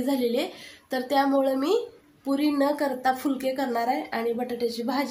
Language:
Marathi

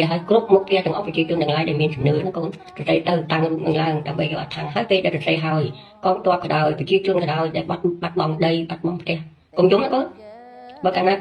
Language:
Khmer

